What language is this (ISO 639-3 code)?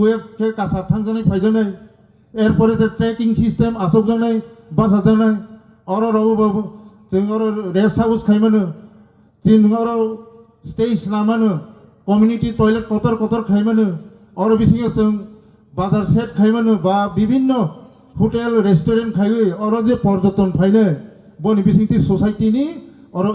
ria